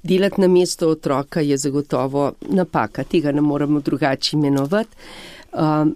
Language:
Slovenian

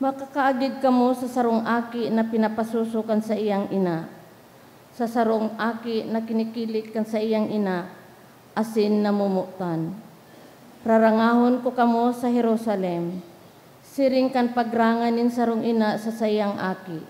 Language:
Bikol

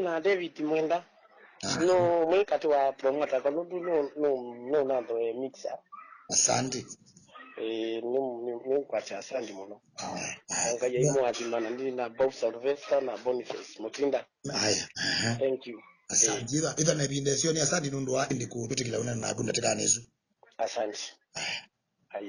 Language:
Kamba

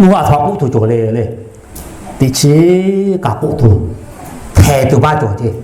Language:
Lahu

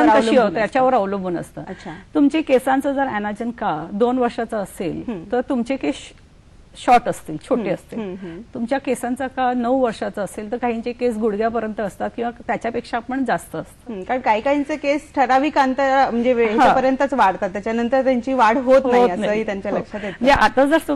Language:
Marathi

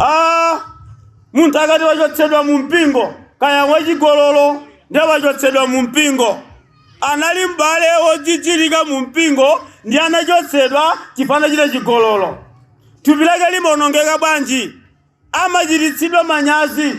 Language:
Nyanja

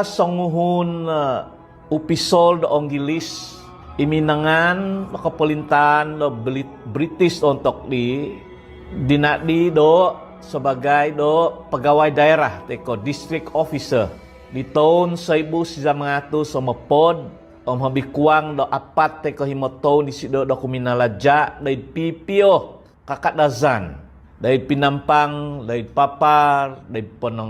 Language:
Central Dusun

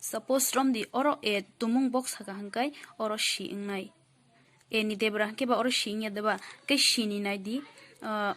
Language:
Kok Borok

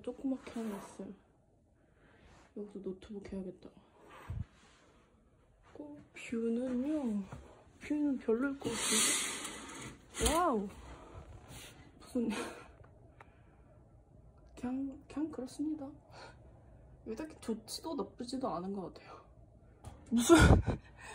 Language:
Korean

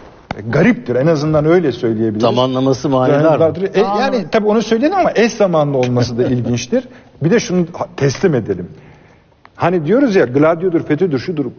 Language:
Turkish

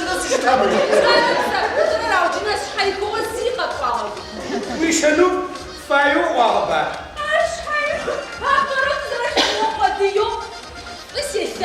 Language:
Adyghe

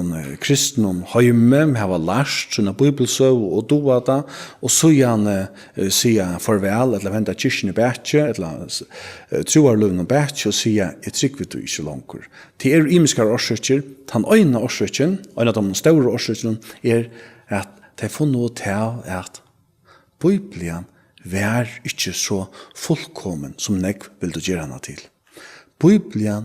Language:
Faroese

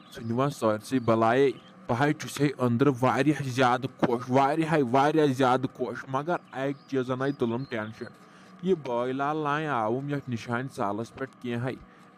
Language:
Kashmiri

